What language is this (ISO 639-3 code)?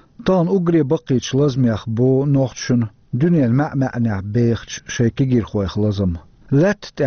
che